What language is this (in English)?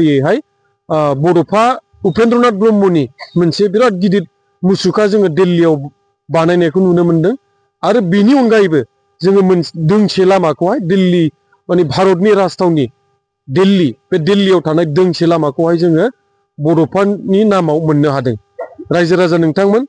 Bodo